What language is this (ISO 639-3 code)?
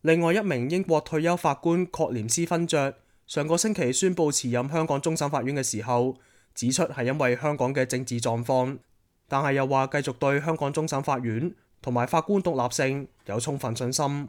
yue